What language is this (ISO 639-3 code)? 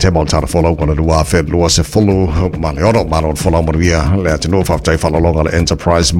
smo